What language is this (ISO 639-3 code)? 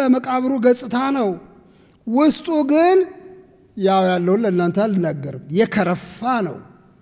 amh